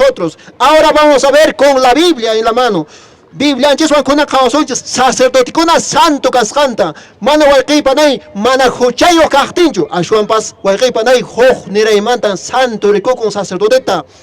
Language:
Quechua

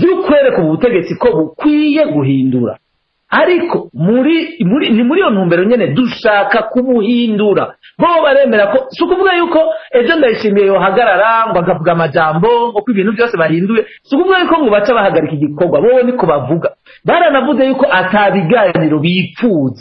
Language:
Rundi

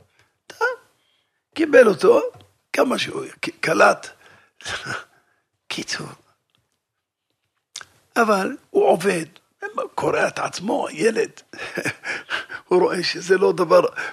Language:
Hebrew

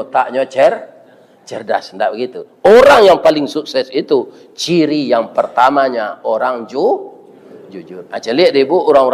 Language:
Minangkabau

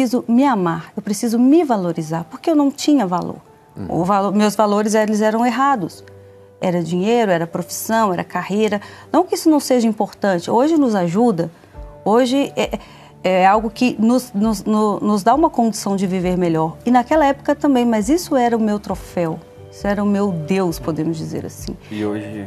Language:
Portuguese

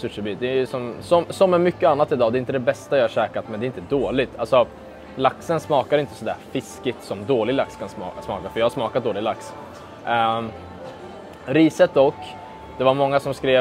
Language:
Swedish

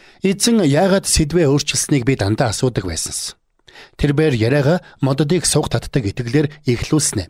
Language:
Mongolian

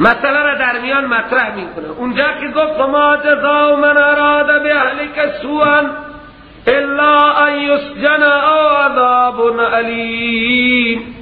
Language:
Persian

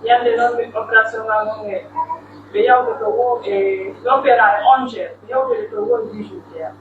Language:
Pular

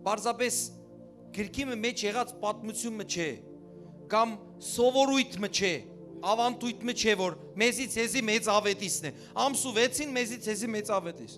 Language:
Western Armenian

